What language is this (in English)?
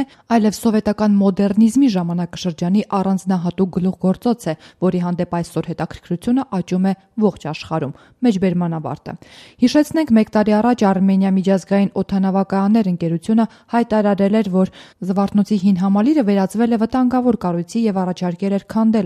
Armenian